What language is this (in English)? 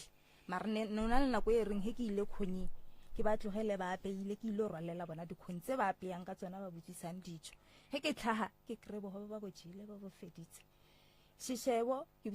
Northern Sotho